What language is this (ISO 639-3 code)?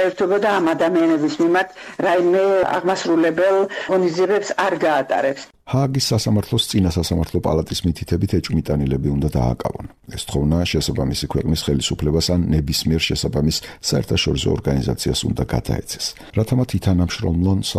kat